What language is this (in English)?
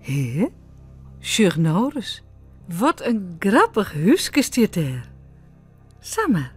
Western Frisian